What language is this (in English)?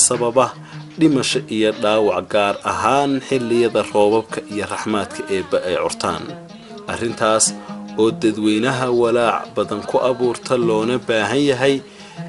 Somali